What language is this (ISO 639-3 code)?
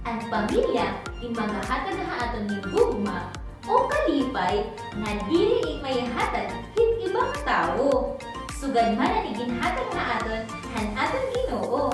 war